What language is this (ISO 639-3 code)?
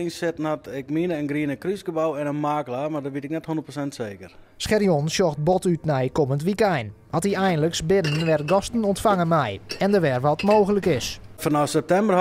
fry